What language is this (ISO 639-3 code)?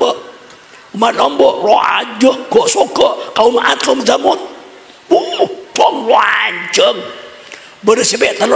mad